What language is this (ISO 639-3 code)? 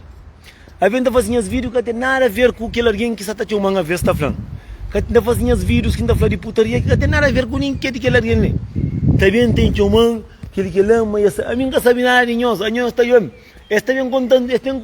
kea